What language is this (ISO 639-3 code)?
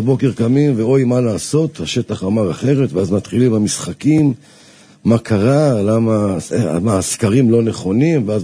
heb